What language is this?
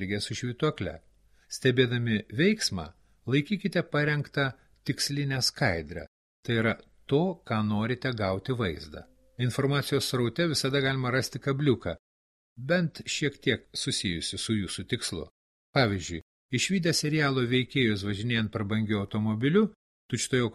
Lithuanian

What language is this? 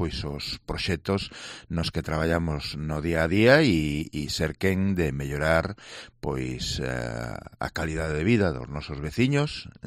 Galician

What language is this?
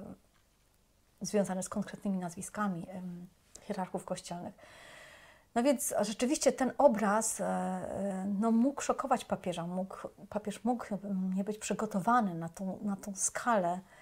Polish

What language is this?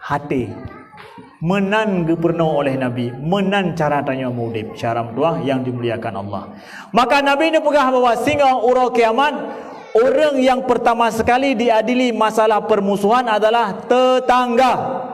Achinese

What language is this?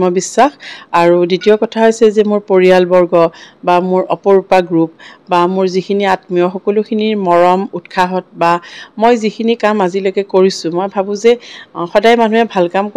Assamese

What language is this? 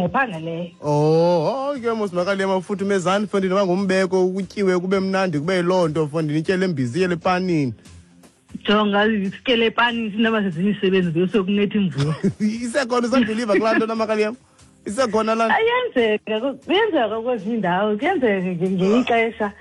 Xhosa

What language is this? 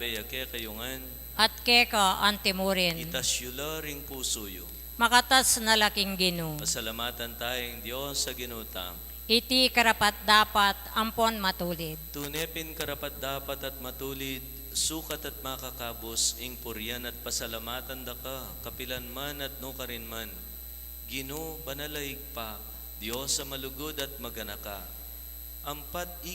Pampanga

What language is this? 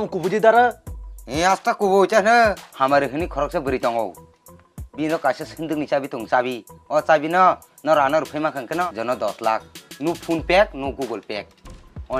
Kok Borok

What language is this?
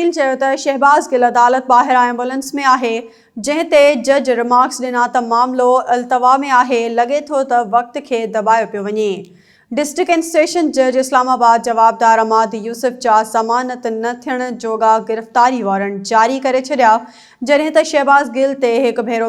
Sindhi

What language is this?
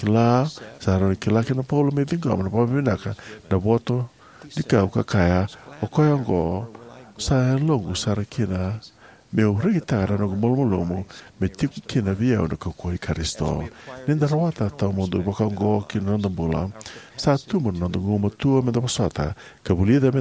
Fijian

